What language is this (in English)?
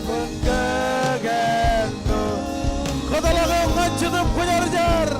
Marshallese